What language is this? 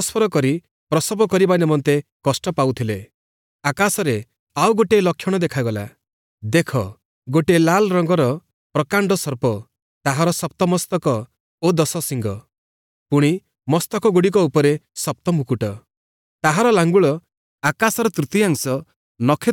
Odia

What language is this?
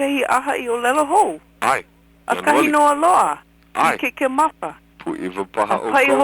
Hawaiian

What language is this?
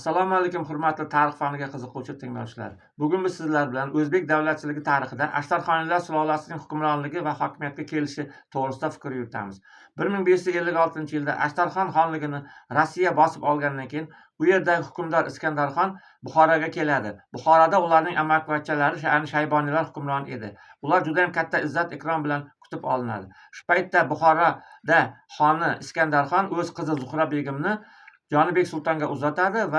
Uzbek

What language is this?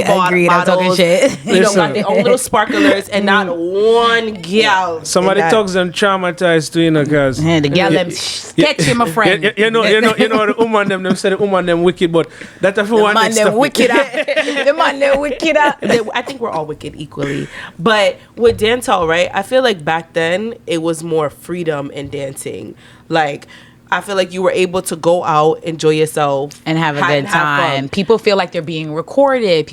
Jamaican Creole English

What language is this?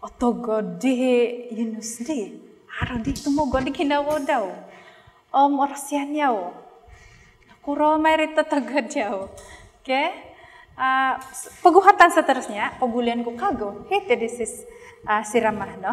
Central Dusun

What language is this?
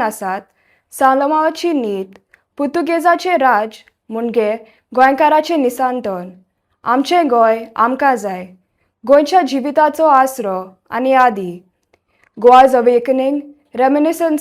Konkani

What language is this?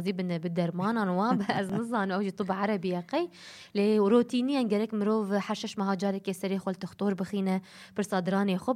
Kurdish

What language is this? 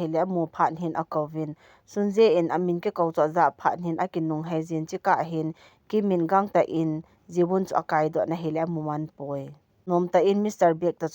Thado Chin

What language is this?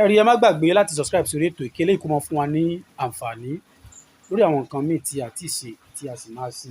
Yoruba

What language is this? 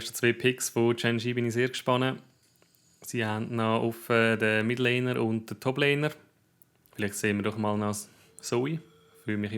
Swiss German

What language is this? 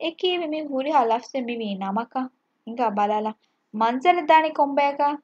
Divehi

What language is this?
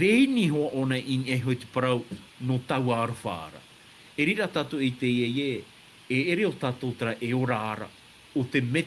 Tahitian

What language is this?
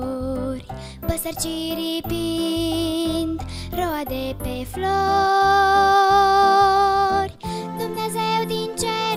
Romanian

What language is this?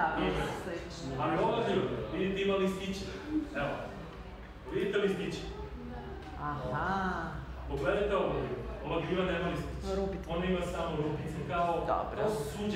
Serbian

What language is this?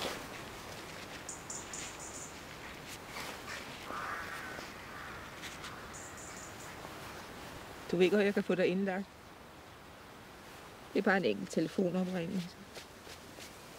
Danish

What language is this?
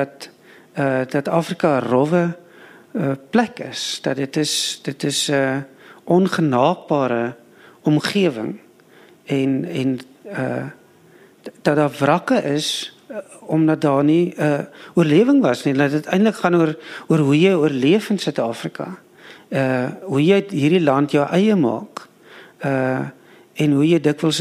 Afrikaans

